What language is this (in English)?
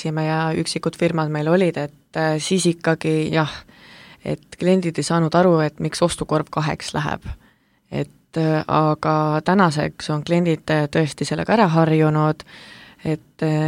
Estonian